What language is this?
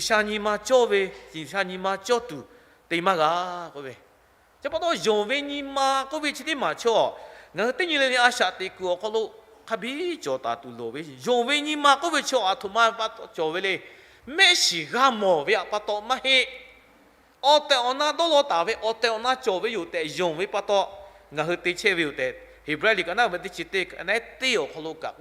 Lahu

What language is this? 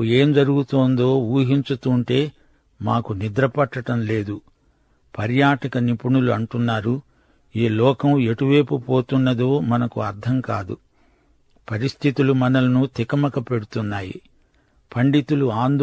Telugu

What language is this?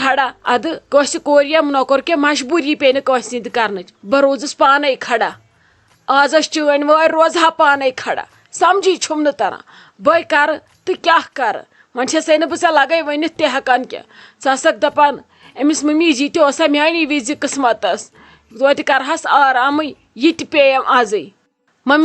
Kashmiri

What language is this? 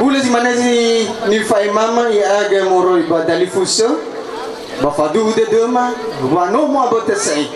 Nias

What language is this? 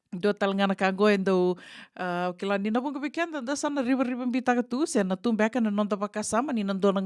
Fijian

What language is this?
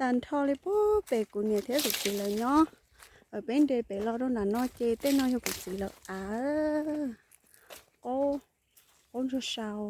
Hmong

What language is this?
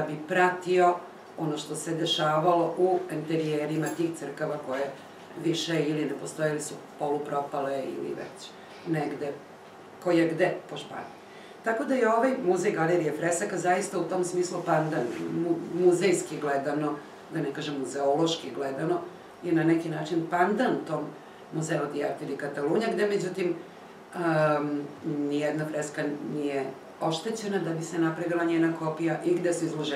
Serbian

